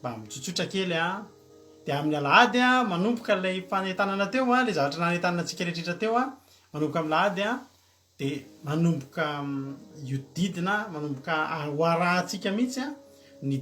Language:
Malagasy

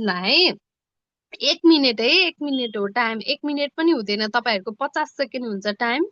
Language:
Nepali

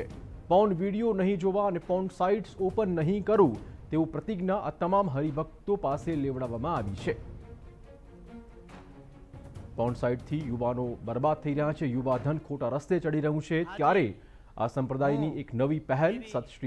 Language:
Gujarati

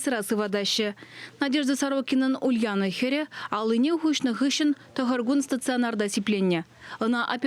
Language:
Chuvash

